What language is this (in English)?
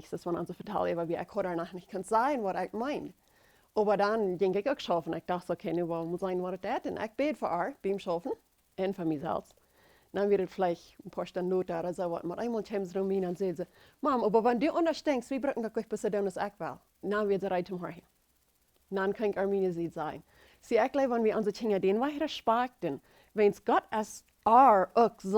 Plautdietsch